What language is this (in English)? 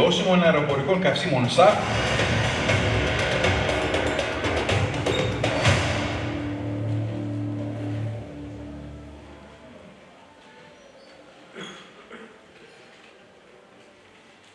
Greek